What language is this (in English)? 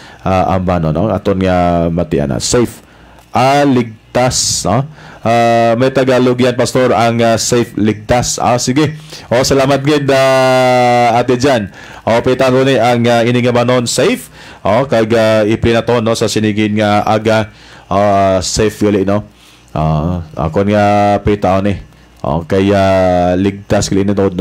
Hiligaynon